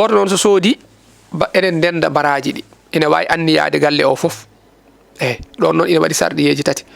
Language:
Fula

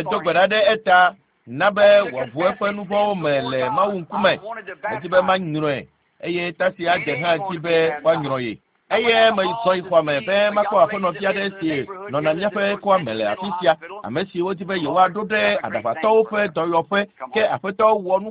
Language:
Ewe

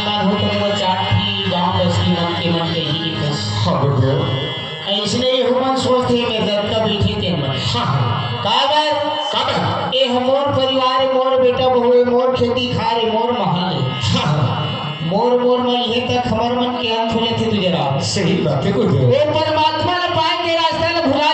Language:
Chhattisgarhi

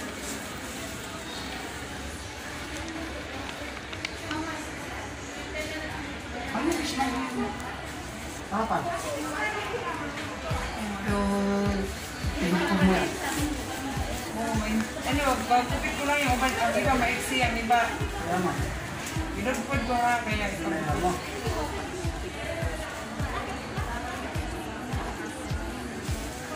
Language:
Filipino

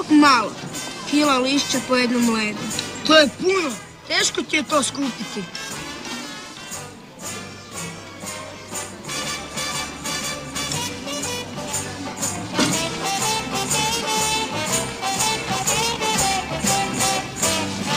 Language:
Croatian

